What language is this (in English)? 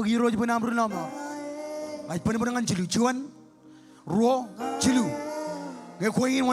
Marshallese